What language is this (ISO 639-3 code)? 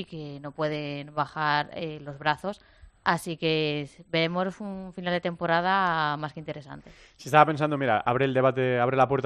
spa